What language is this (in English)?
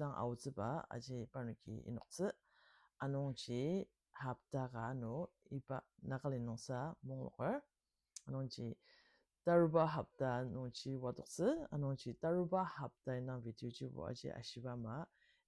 Ao Naga